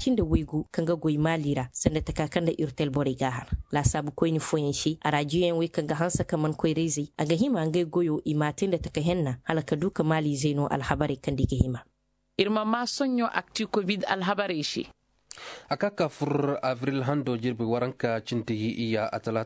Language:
Koyraboro Senni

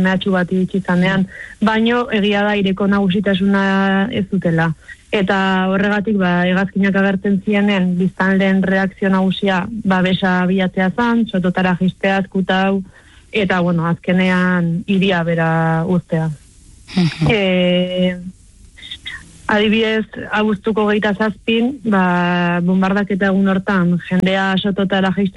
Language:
Basque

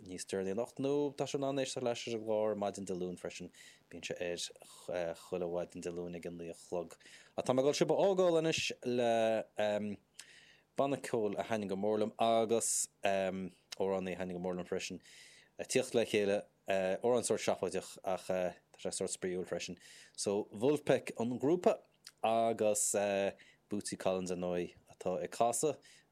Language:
Irish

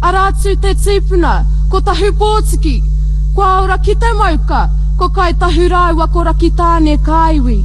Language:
Māori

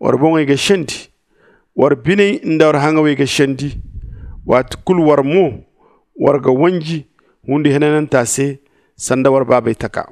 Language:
Zarma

